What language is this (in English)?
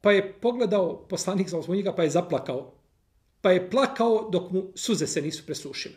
Bosnian